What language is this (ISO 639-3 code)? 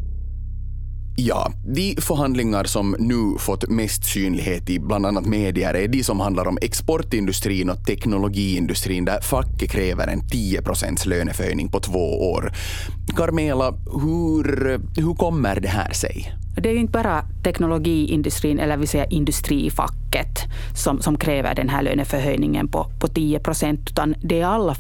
swe